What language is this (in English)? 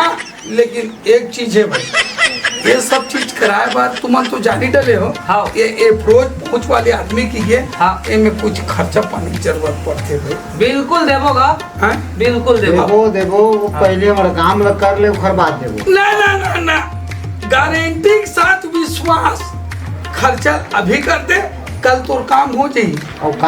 Chhattisgarhi